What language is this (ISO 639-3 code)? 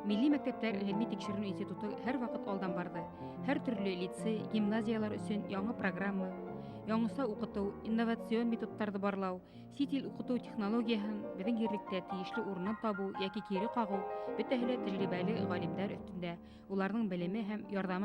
bak